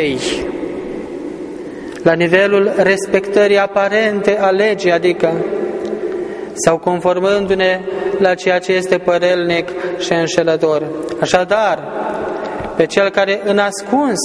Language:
Romanian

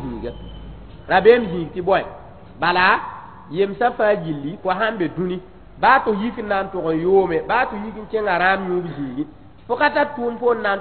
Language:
Mossi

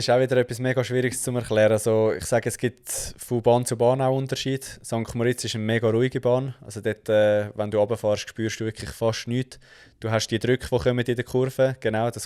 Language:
Swiss German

